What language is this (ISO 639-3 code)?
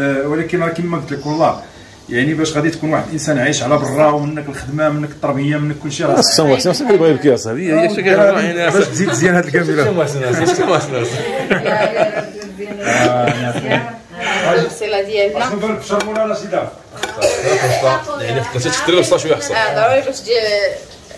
ary